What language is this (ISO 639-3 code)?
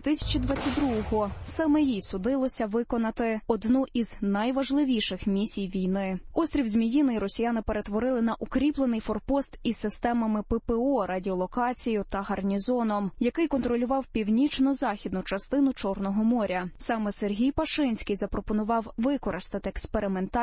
ukr